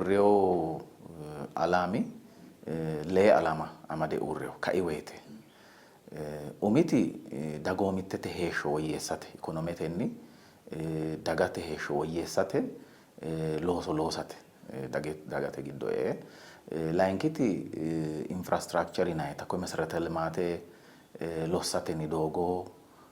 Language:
Sidamo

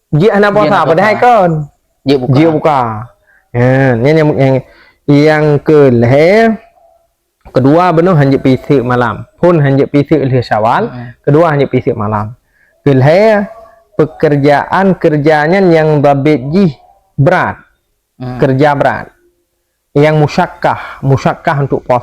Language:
Achinese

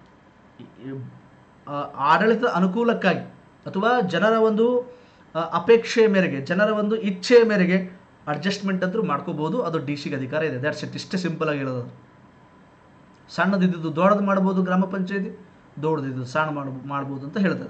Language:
Kannada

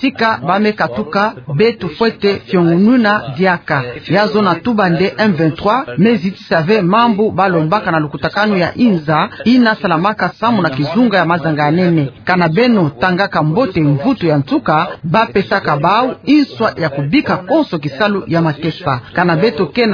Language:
Kituba (Democratic Republic of Congo)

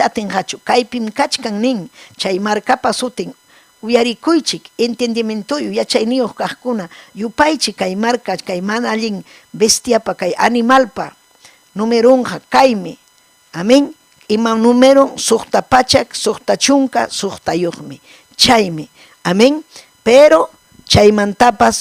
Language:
Ayacucho Quechua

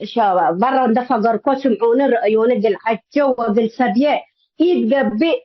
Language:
Tigre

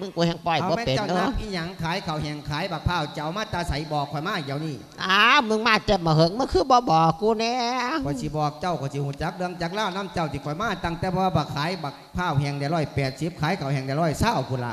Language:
Lao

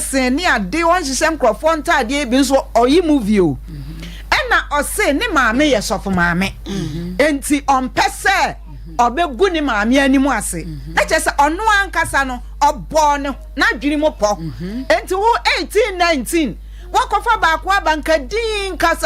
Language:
Akan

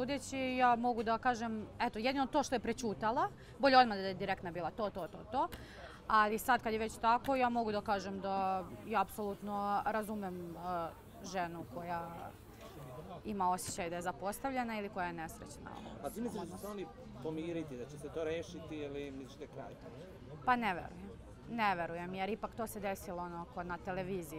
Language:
Serbian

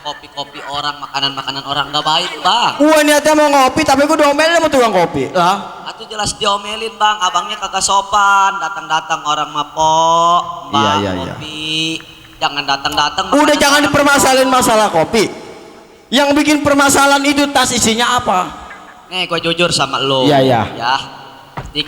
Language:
Betawi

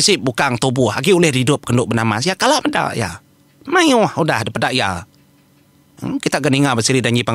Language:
Iban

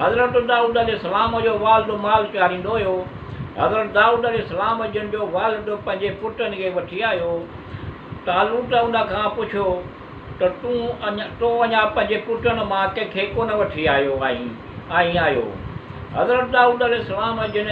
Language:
Sindhi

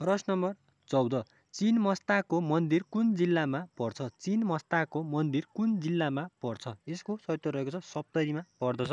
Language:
Nepali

